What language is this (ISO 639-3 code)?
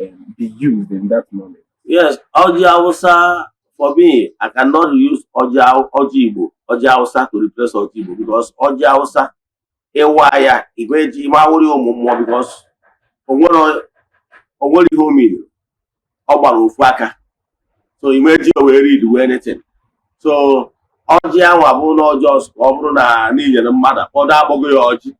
ibo